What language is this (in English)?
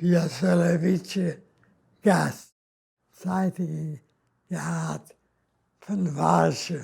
Yiddish